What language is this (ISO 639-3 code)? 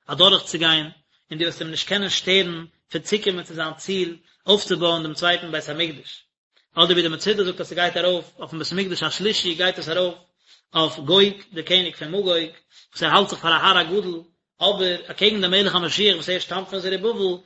yid